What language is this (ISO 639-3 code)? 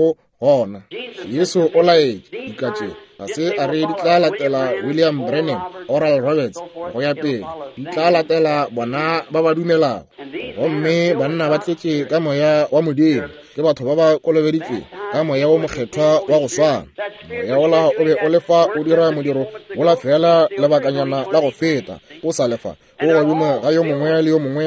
nso